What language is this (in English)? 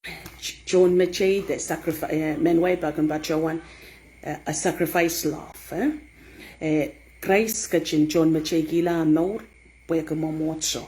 Pohnpeian